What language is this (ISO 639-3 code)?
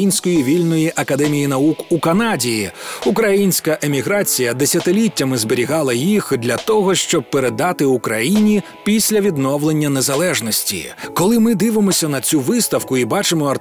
ukr